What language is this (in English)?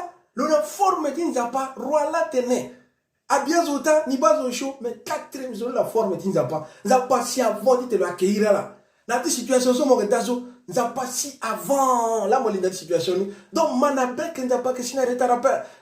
Sango